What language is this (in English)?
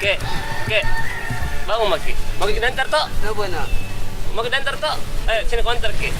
Makassar Malay